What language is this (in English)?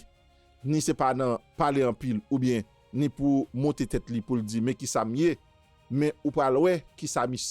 Haitian Creole